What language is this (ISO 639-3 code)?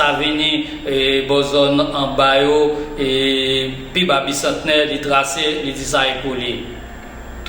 hat